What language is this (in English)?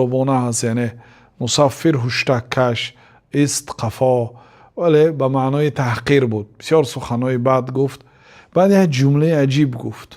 Tajik